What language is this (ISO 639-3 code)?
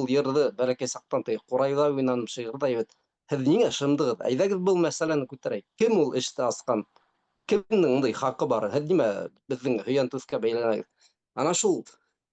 bak